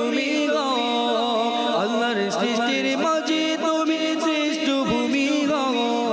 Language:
Bangla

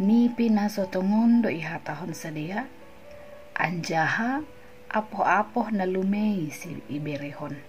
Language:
Batak Simalungun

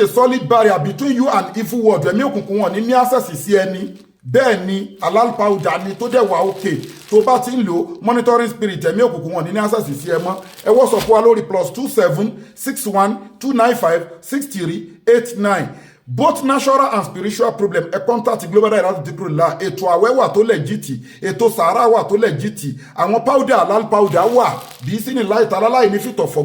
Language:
Yoruba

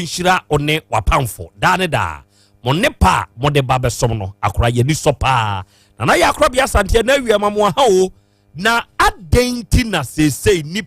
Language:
Akan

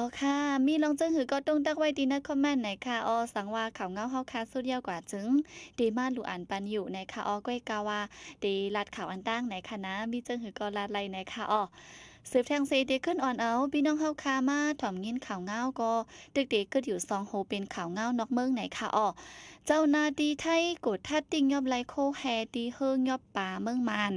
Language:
Shan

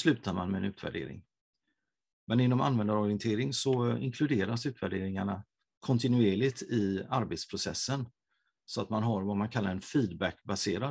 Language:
Swedish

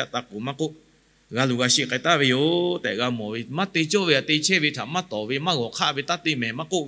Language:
Lahu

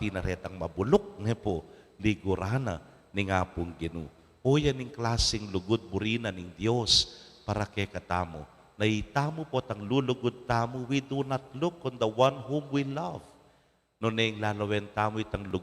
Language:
Pampanga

